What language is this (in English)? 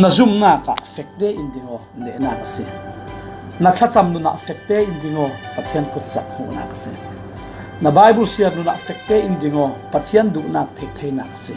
Falam Chin